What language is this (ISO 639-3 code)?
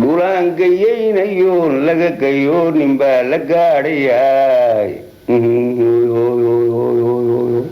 som